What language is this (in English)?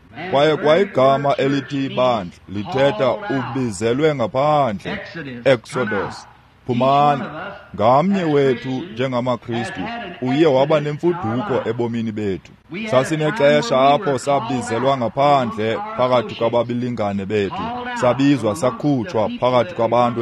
Xhosa